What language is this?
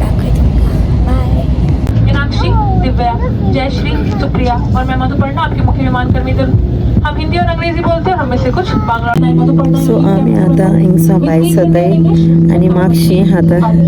Konkani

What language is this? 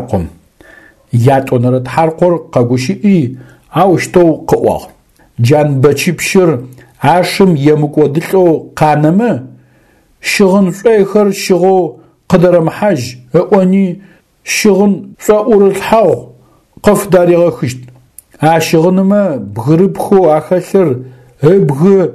Adyghe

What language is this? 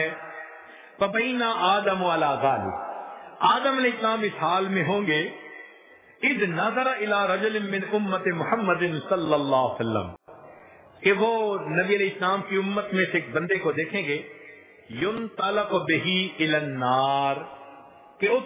Urdu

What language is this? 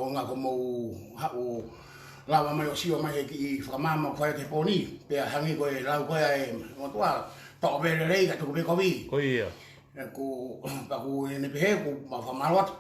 Tongan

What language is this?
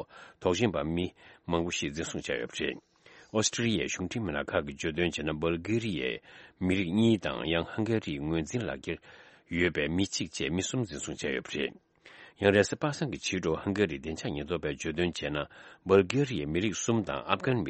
Tibetan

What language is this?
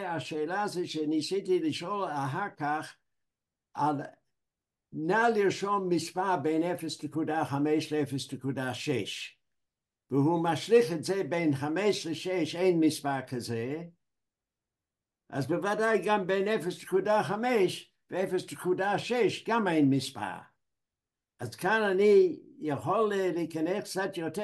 Hebrew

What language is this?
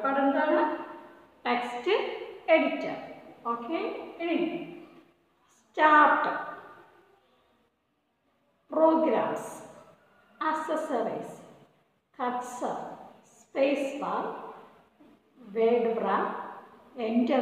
Malayalam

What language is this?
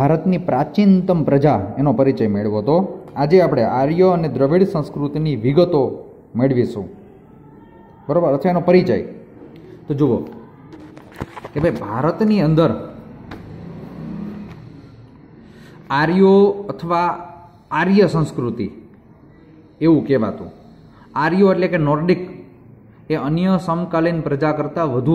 Gujarati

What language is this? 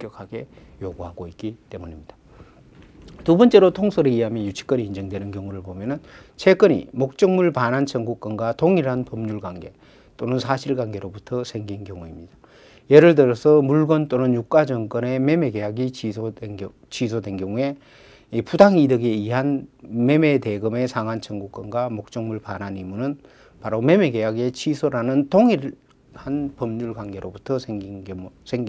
Korean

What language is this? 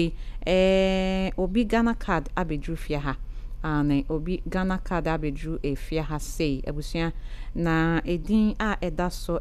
Akan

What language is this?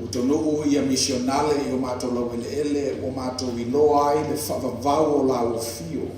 Samoan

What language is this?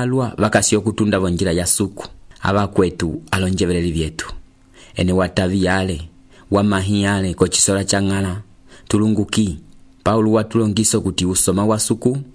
Umbundu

